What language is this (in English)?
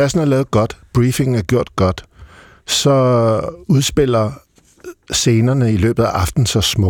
Danish